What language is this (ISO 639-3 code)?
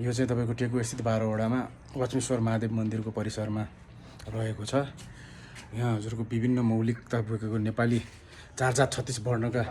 nep